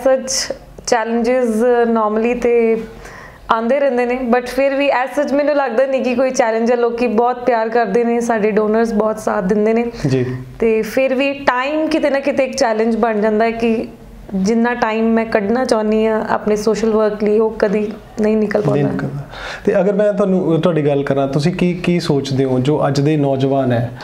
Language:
Punjabi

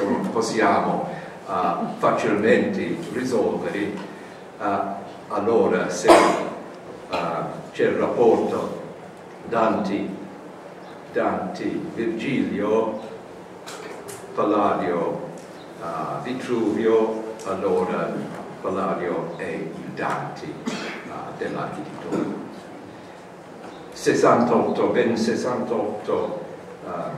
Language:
Italian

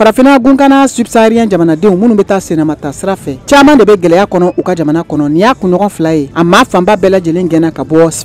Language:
Bambara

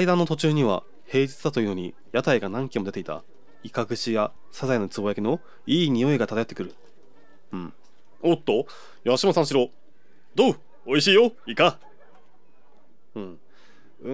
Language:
Japanese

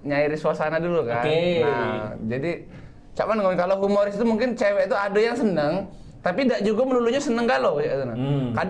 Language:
Musi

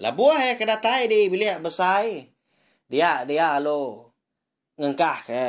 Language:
Iban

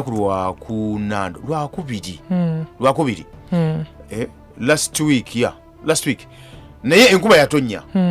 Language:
Ganda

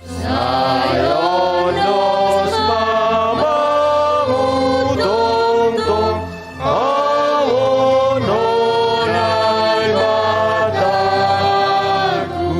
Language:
Batak Simalungun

